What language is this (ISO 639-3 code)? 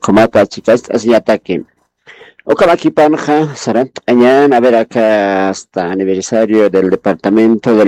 aym